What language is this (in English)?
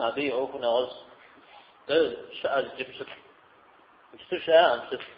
Kabardian